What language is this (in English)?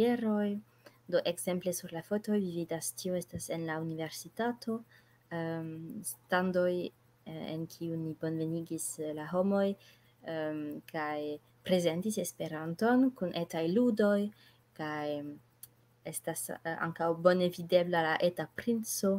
Esperanto